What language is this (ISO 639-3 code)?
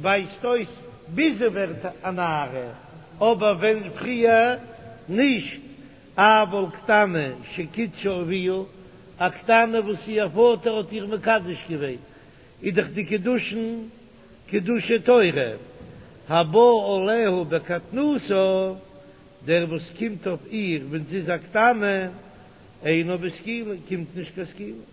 yid